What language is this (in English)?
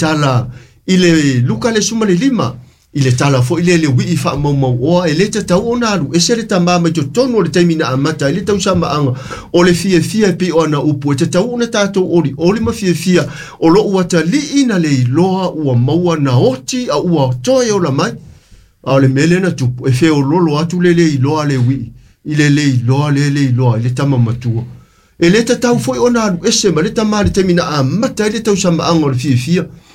Samoan